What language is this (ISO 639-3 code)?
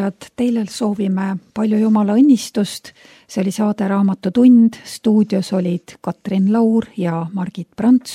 est